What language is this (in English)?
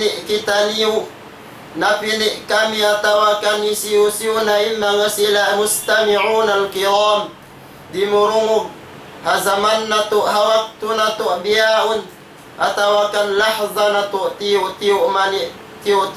Tausug